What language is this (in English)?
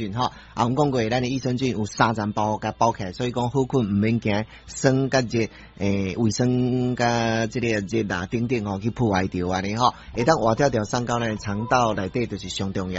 Min Nan Chinese